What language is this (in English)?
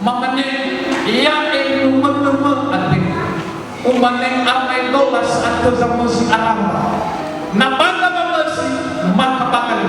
Nias